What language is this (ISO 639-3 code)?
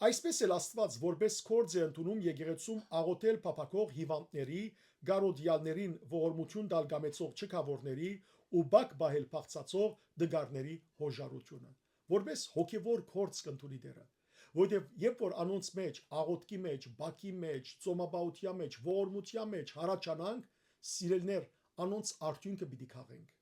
hyw